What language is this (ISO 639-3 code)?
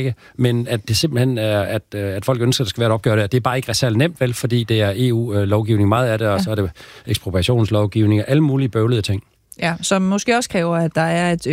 dan